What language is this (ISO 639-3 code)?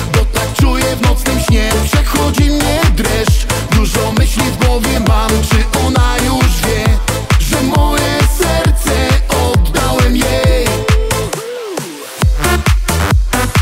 pol